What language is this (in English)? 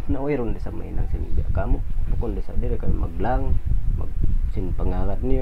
Tausug